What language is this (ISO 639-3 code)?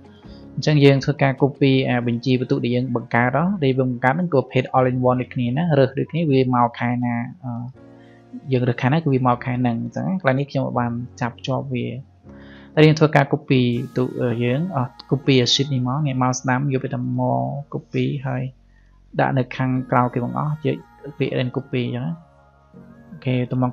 khm